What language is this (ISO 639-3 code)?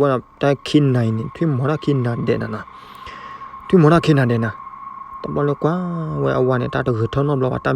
ksw